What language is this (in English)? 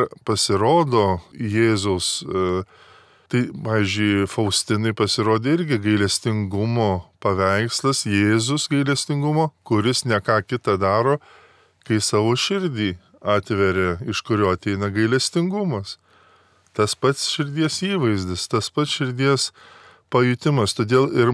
Lithuanian